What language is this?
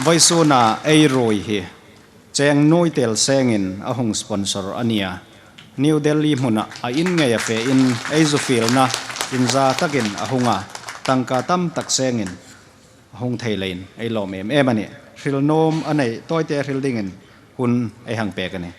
Hmar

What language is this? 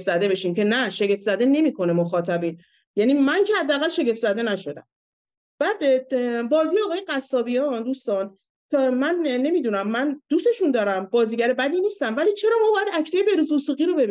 Persian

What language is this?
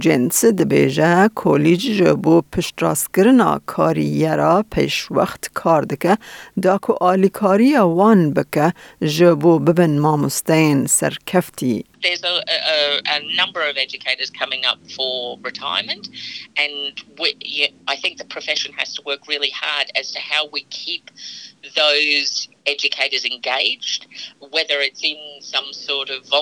Kurdish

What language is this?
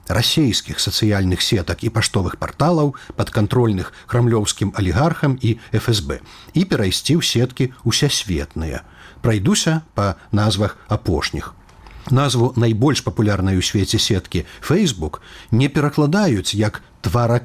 Belarusian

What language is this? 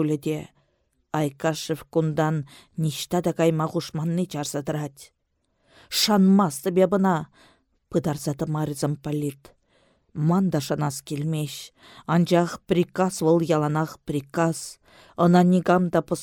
Chuvash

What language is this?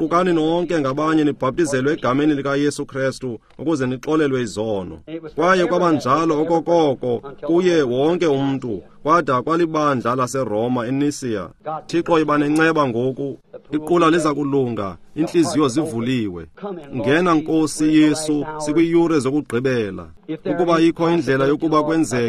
Xhosa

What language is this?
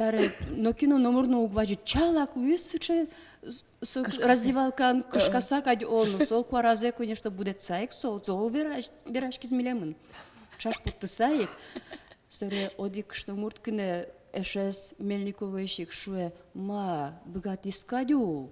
Udmurt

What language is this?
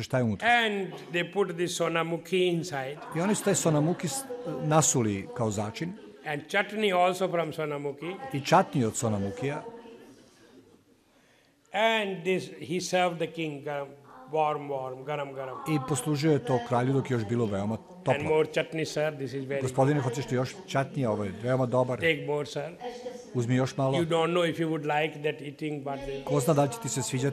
Serbian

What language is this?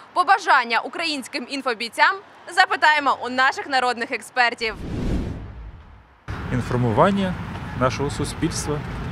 Ukrainian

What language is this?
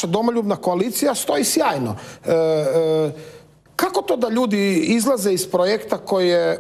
Croatian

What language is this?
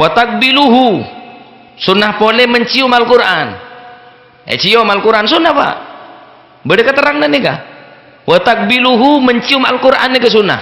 Madurese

